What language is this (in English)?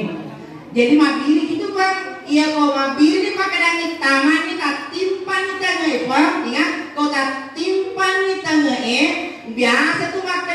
Buginese